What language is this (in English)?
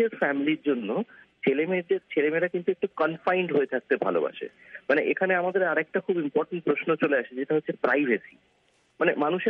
Bangla